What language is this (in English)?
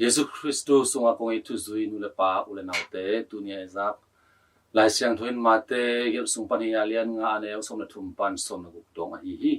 Tedim Chin